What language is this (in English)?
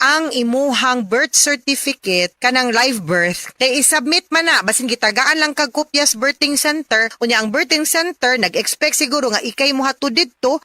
Cebuano